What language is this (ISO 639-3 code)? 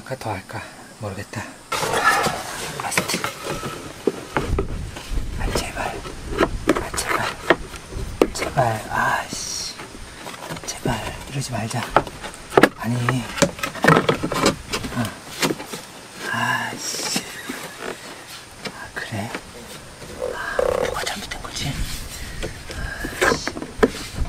kor